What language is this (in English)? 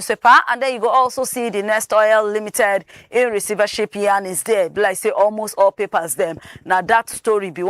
Nigerian Pidgin